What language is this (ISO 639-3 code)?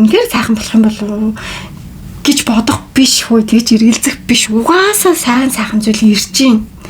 mon